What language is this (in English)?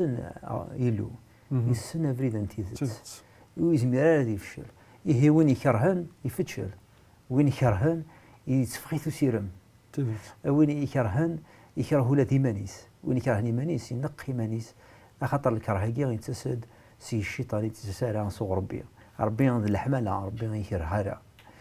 Kabyle